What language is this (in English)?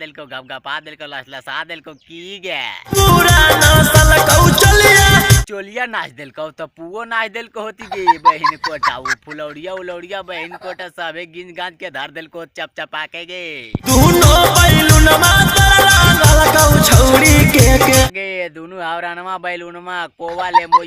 Magahi